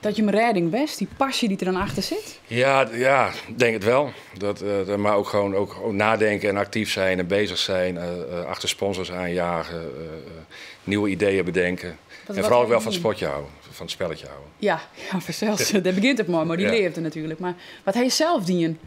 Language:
Western Frisian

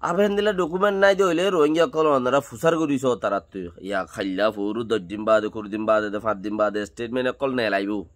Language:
Rohingya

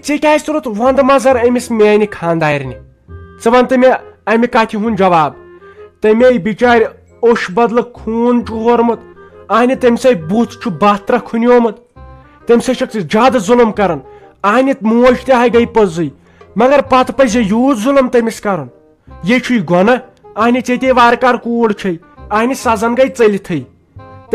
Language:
Kashmiri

